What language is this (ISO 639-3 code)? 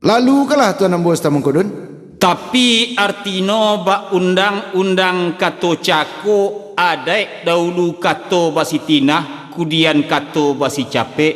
min